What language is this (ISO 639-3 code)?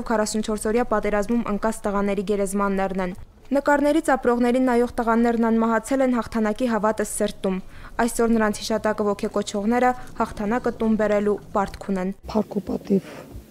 hye